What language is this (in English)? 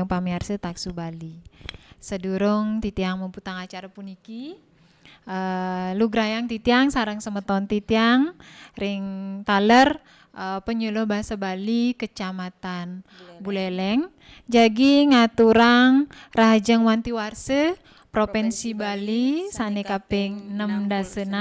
Balinese